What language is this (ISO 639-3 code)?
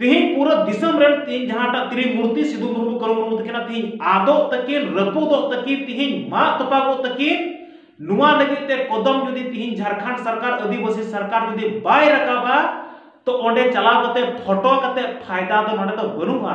sat